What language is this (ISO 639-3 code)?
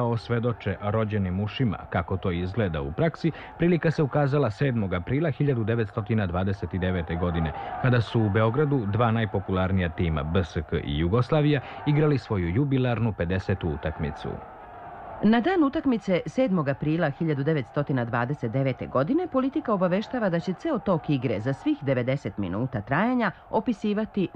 srp